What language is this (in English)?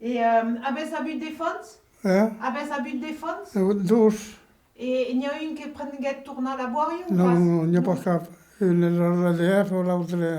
Occitan